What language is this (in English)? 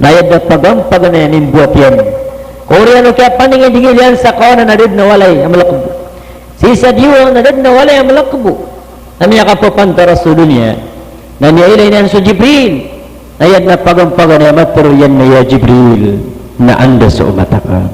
Maranao